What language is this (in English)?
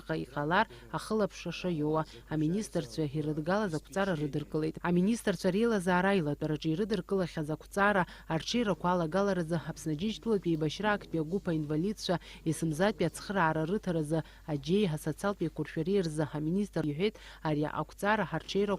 Abkhazian